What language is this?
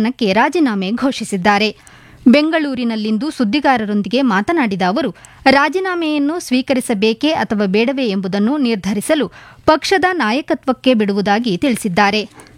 Kannada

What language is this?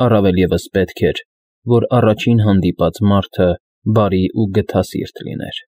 Armenian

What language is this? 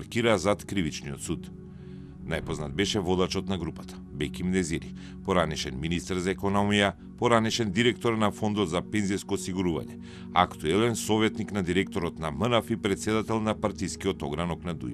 Macedonian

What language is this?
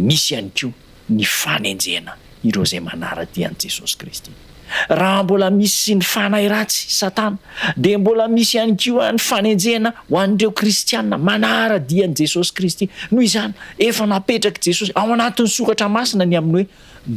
Malagasy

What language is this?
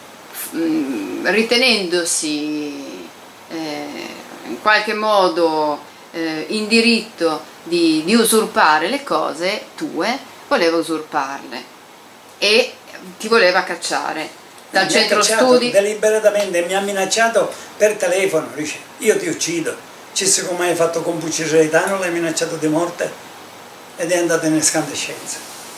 Italian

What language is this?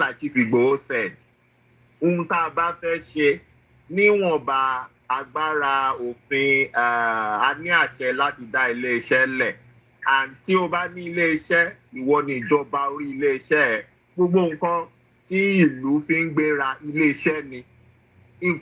Yoruba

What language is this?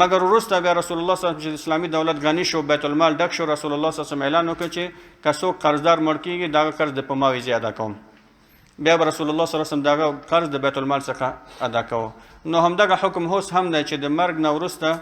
Pashto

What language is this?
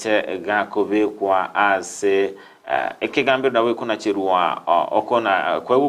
Gusii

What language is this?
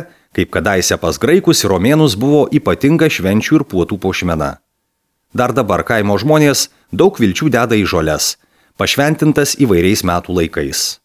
Lithuanian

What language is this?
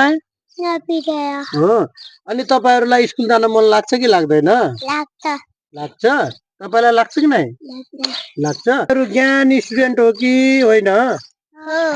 Nepali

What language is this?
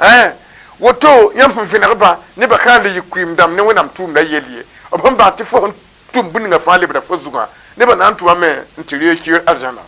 Mossi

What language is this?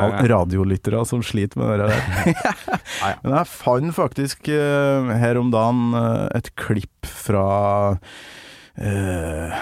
Norwegian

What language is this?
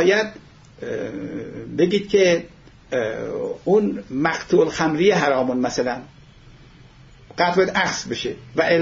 Persian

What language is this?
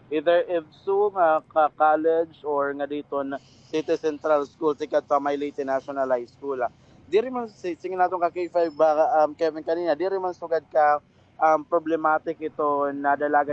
Waray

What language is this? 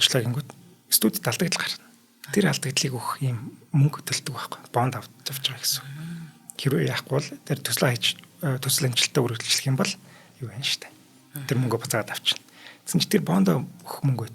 Mongolian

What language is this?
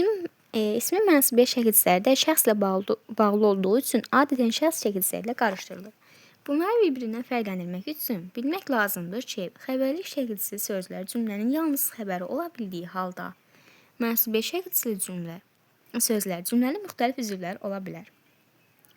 Azerbaijani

